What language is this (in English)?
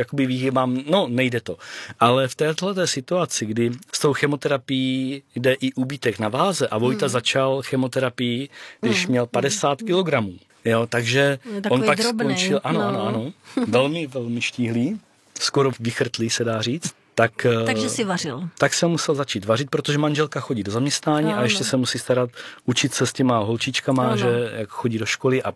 Czech